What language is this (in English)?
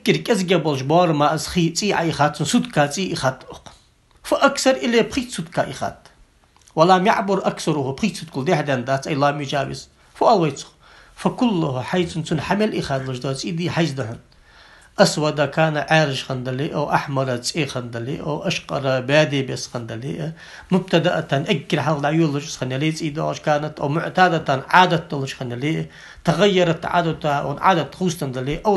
Ingush